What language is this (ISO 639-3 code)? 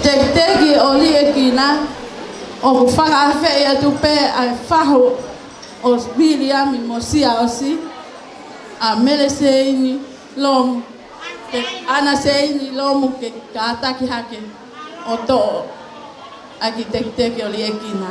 ton